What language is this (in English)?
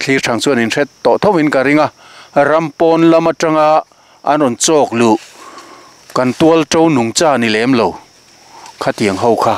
Mizo